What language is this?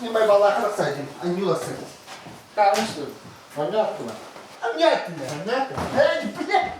Yakut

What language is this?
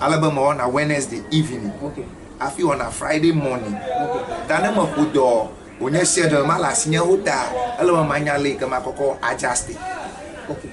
Ewe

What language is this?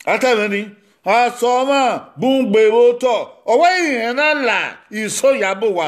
Bini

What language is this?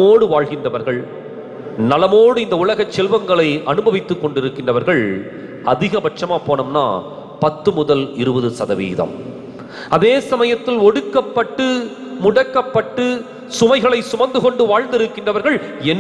Tamil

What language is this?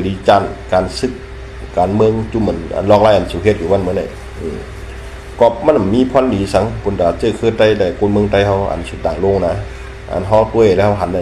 Shan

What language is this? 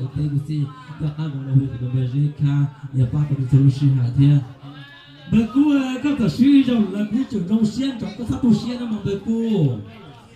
Hmong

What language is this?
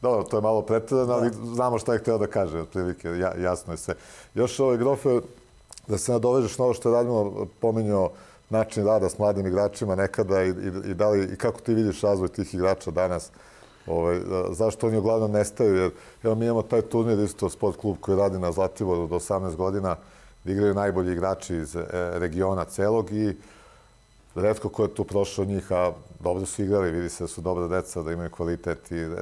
Serbian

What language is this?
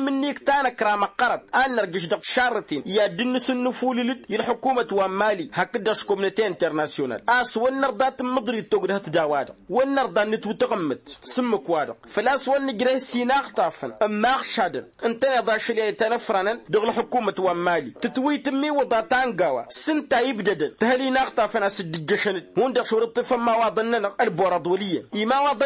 Tamasheq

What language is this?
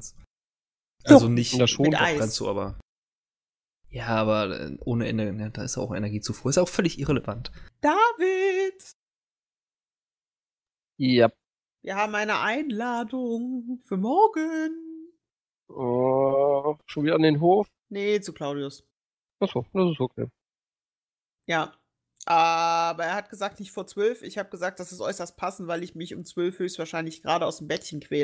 German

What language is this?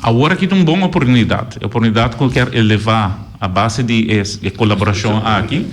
Papiamento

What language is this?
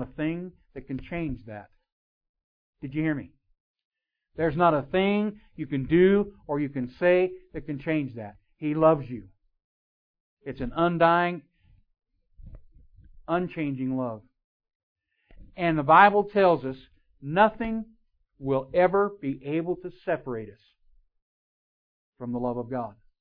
English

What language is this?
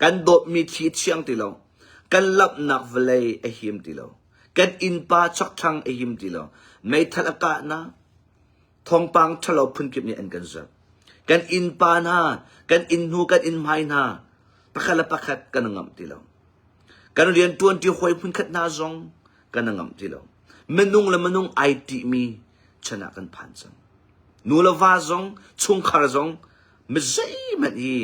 Hakha Chin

